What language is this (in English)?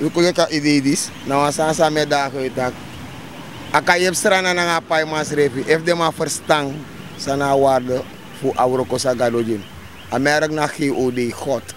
Sranan Tongo